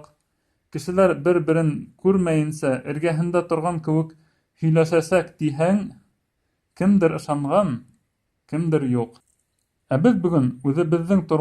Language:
Bashkir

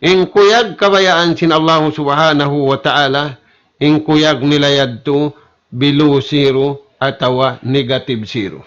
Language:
Tausug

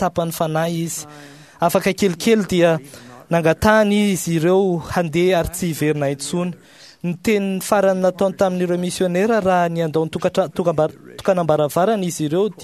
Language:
Malagasy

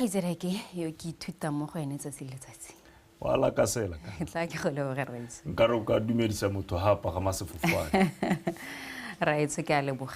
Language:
Tswana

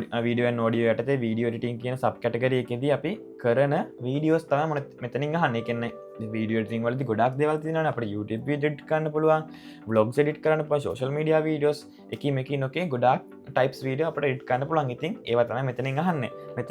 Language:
Sinhala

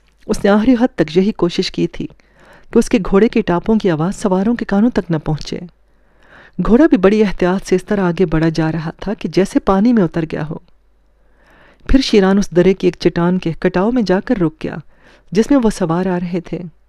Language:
Urdu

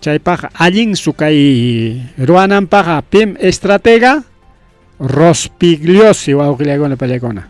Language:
Ayacucho Quechua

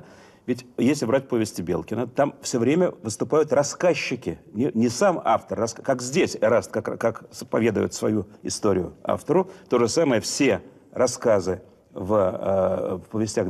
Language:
Russian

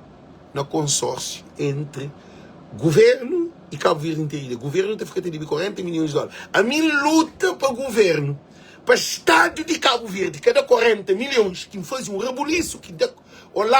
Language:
Kabuverdianu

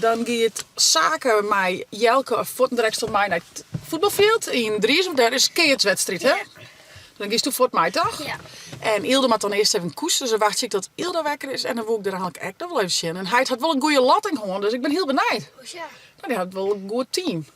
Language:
Western Frisian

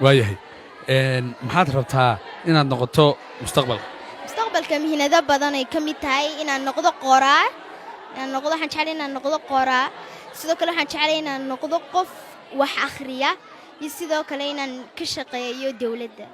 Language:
Somali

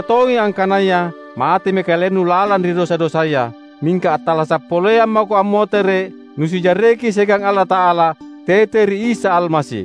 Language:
Makasar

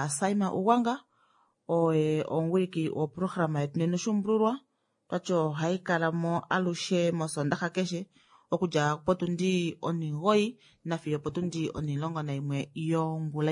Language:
Kuanyama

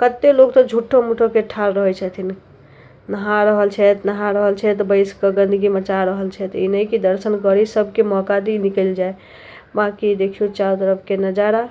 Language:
Maithili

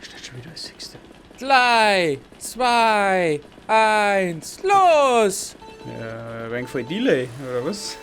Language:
Bavarian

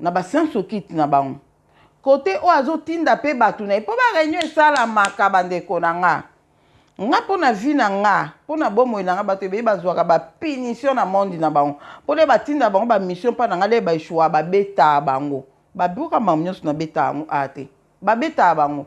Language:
Lingala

